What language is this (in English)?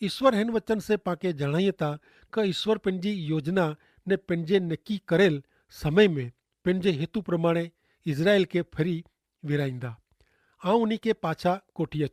Kachhi